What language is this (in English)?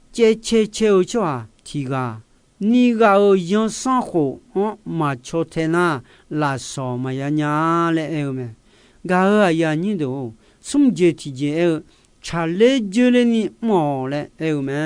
Akha